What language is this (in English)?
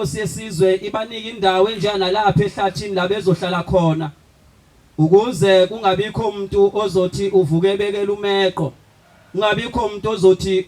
Zulu